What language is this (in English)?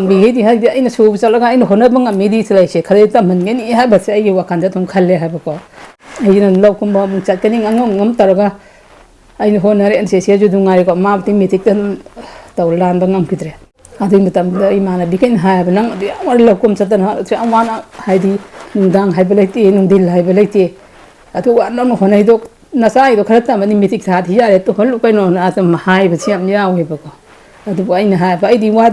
Manipuri